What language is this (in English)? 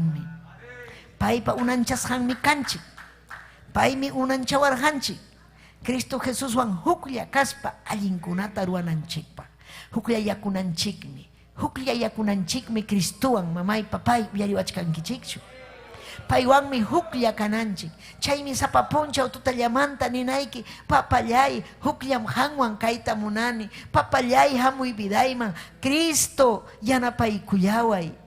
Ayacucho Quechua